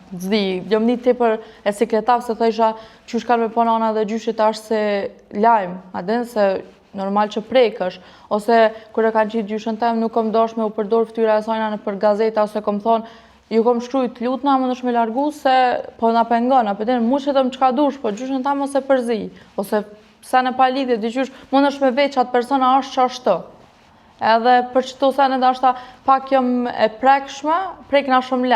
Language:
Albanian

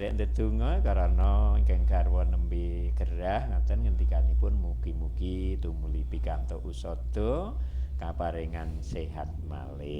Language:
Javanese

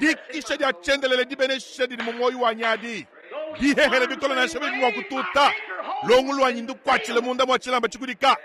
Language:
Luba-Lulua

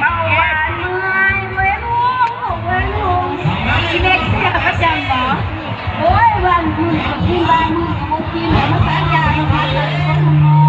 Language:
Lao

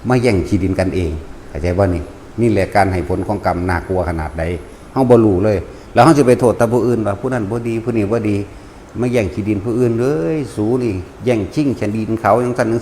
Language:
Lao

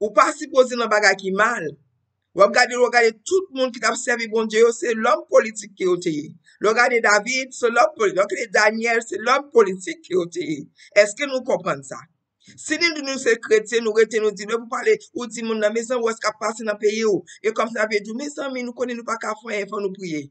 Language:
Haitian Creole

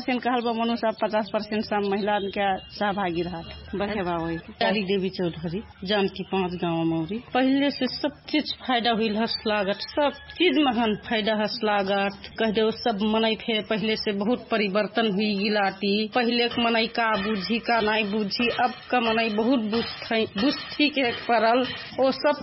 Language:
Dangaura Tharu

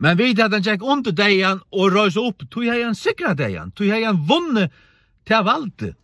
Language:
Faroese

